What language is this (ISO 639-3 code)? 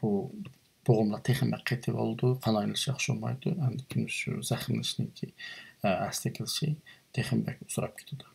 uig